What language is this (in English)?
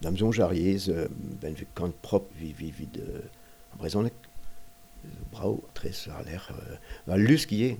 Breton